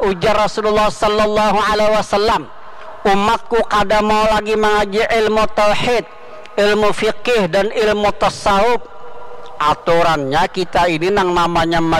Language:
Banjar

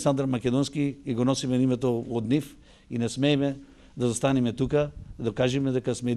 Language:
Macedonian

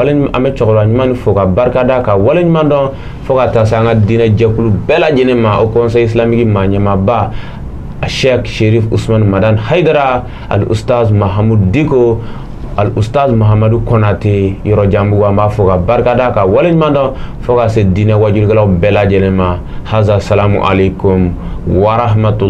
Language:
Bambara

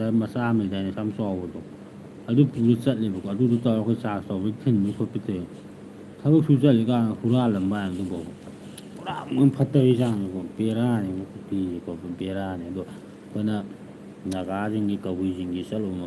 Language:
Manipuri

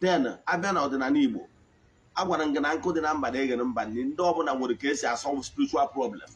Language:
Igbo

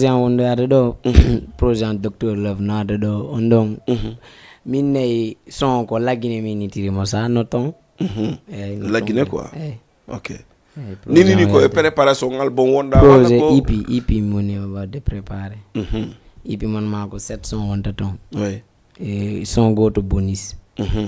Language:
Fula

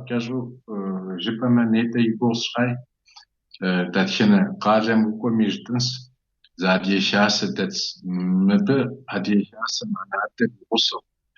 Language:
Kabardian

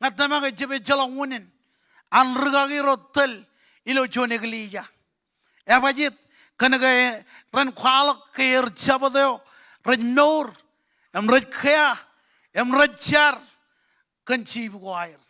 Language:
Marshallese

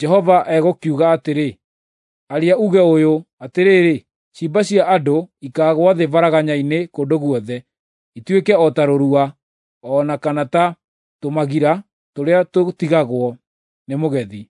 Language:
Kikuyu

